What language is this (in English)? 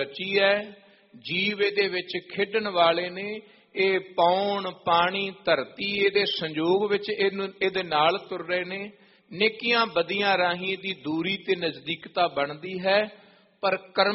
Punjabi